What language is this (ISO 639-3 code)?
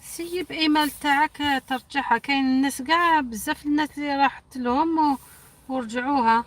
arq